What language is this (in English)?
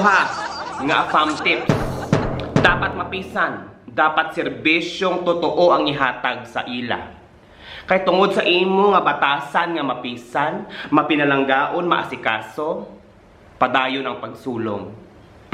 Hiligaynon